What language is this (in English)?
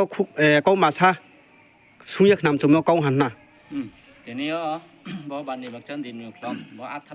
Riang (India)